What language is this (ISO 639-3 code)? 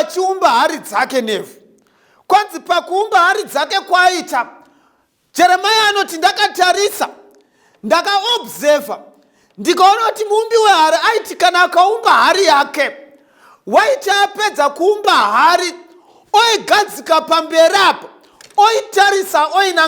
sna